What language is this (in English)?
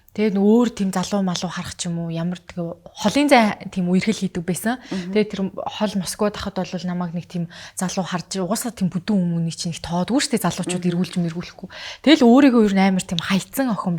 Mongolian